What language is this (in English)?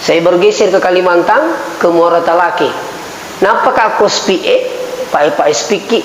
Buginese